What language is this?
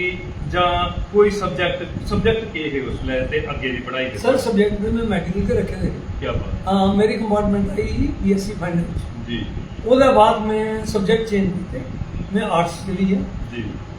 Dogri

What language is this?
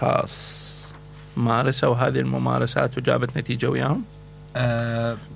Mesopotamian Arabic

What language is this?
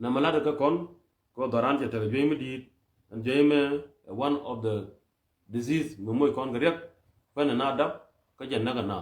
Nuer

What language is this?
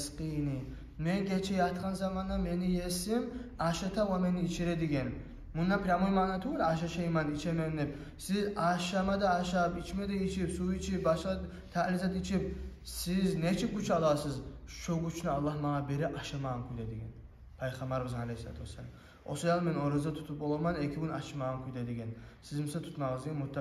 Kumyk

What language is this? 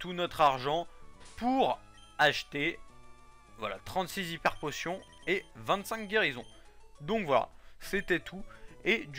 French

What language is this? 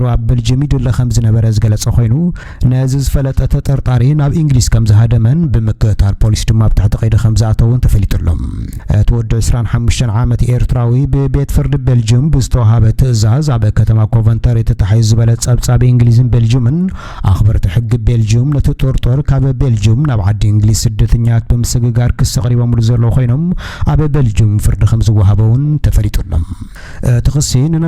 Tigrinya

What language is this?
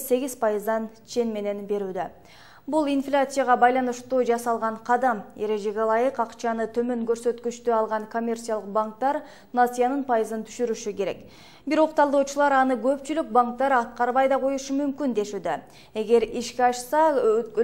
Kyrgyz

